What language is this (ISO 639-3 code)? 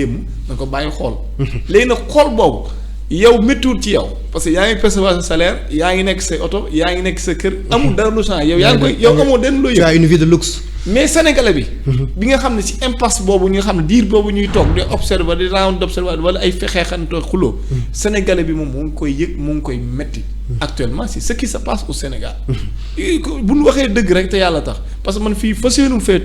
wol